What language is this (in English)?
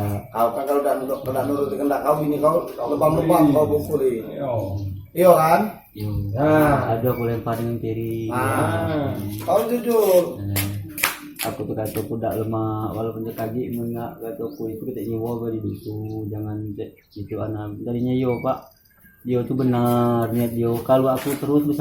Musi